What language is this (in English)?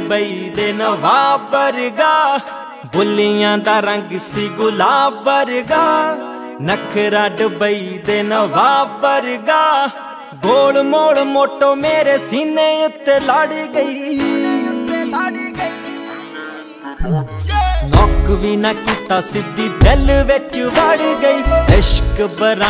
Punjabi